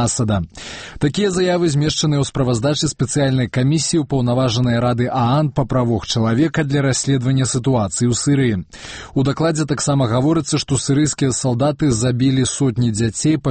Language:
Belarusian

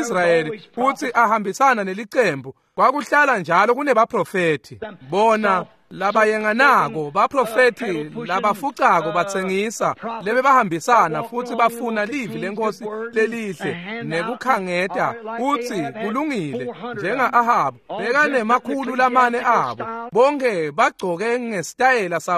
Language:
Swati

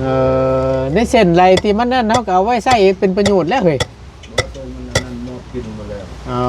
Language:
Northeastern Thai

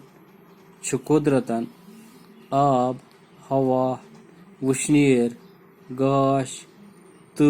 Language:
Kashmiri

